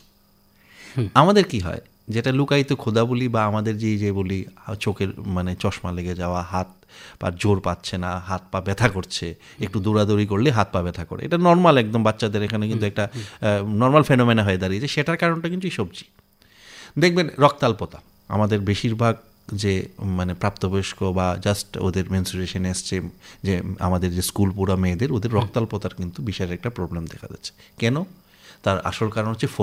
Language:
Bangla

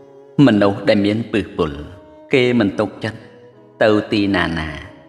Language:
Khmer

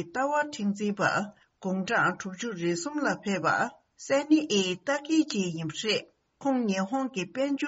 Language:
Tibetan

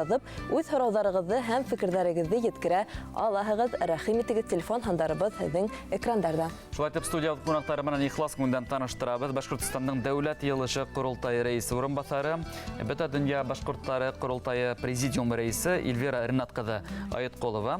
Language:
Bashkir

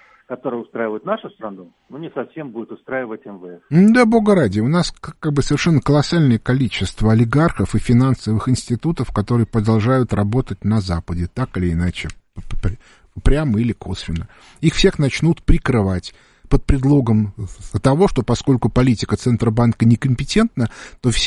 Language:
Russian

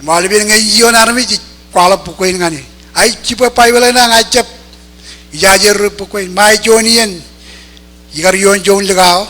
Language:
Marshallese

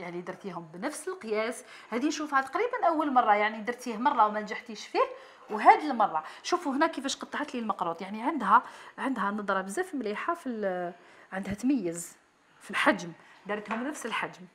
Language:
Algerian Arabic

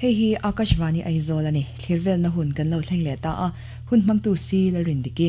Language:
Mizo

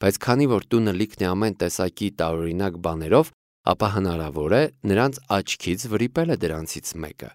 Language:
Armenian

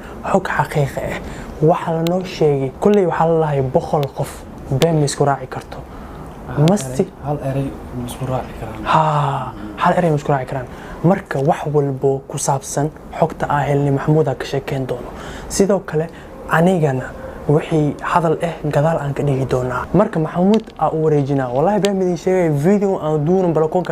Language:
Somali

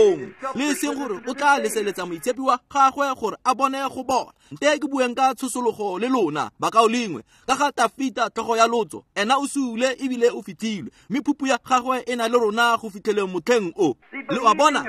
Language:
Tswana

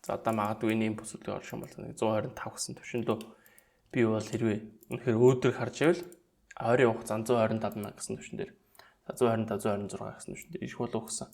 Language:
Mongolian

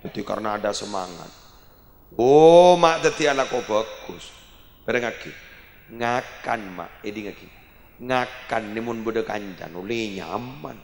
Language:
Madurese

